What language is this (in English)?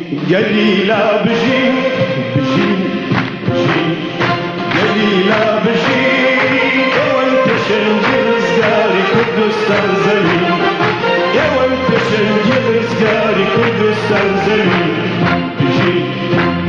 Kurdish